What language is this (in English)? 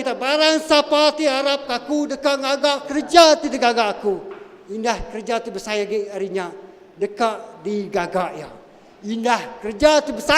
Iban